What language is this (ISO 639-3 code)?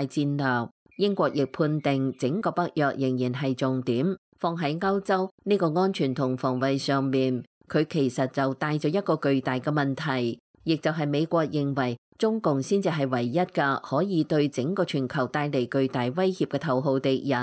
yue